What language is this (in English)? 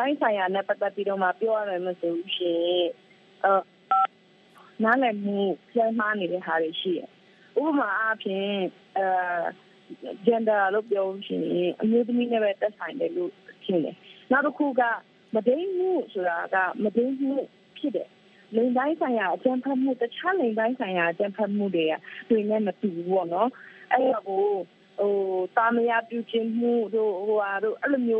Burmese